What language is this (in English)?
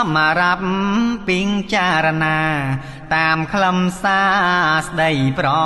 Khmer